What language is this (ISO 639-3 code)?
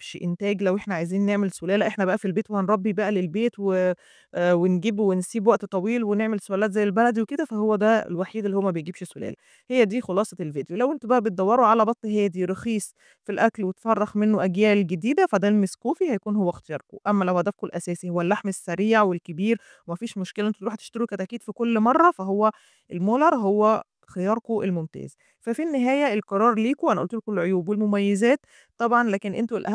arz